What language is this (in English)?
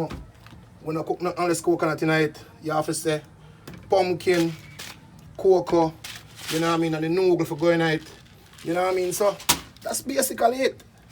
Jamaican Creole English